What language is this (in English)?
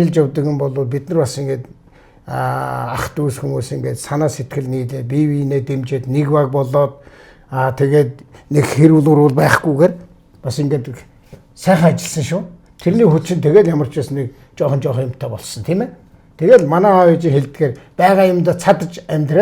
Mongolian